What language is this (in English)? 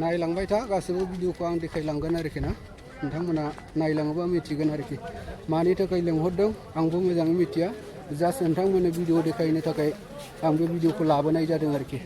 Bodo